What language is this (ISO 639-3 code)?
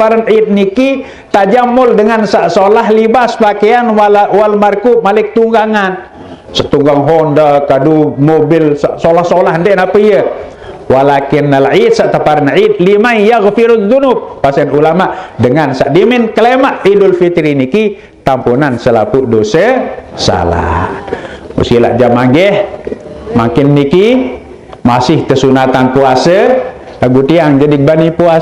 sas